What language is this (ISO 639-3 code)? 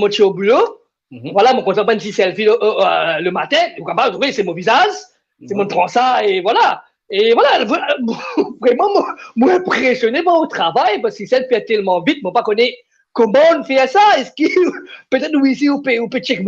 mfe